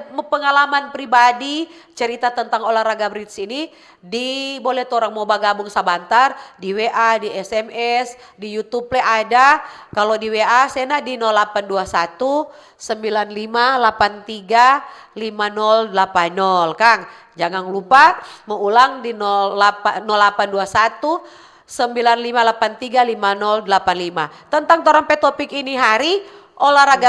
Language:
Manado Malay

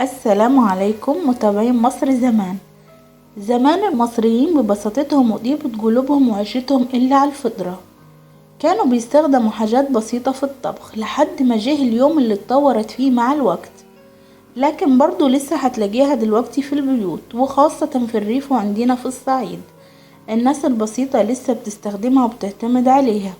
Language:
Egyptian Arabic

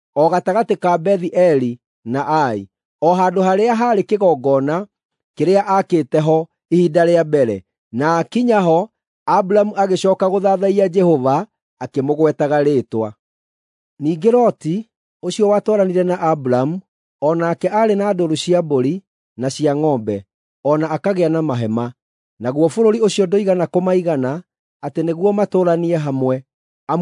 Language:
Kikuyu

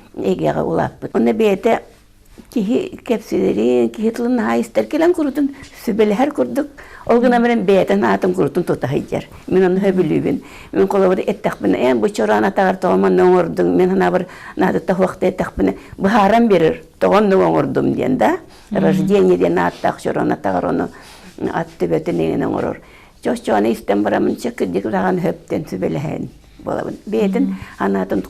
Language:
Yakut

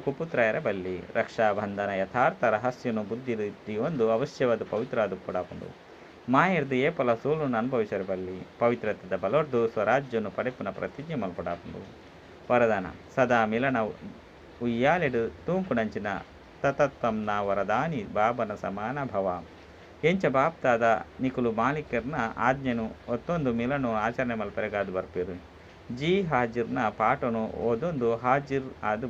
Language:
Tulu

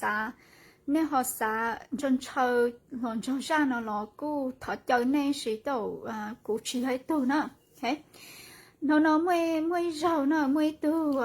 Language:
Hmong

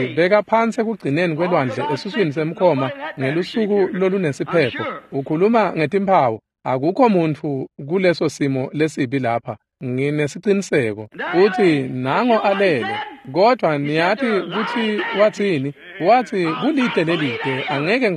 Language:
Swati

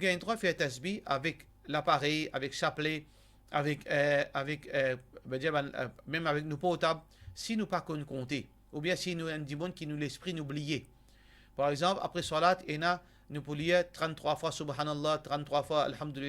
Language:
Morisyen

